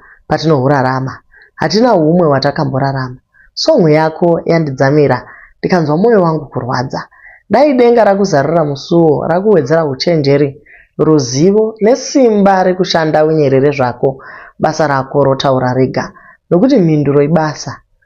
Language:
Shona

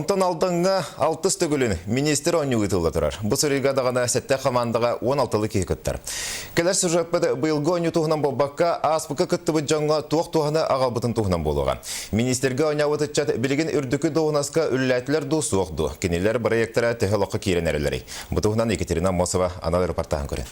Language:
Yakut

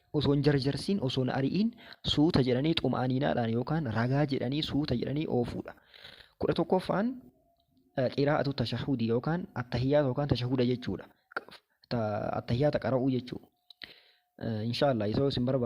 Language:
Oromo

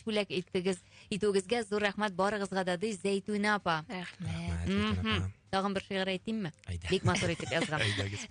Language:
Tatar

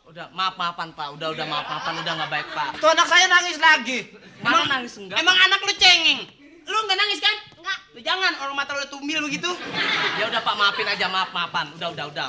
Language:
Betawi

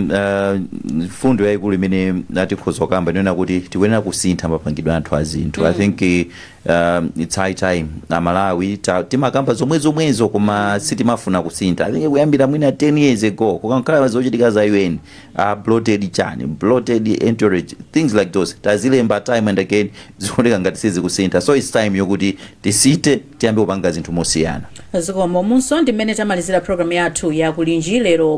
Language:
Nyanja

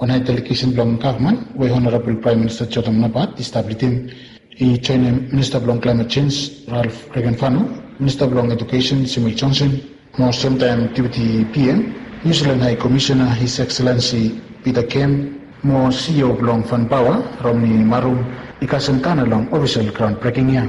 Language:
Bislama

